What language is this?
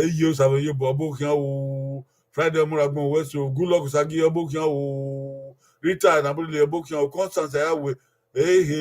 Bini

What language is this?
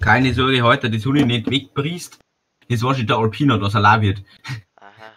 Bavarian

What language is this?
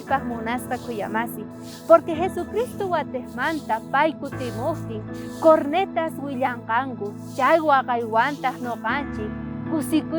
South Bolivian Quechua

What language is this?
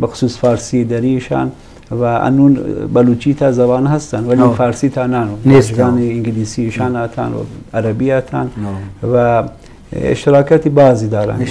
Eastern Balochi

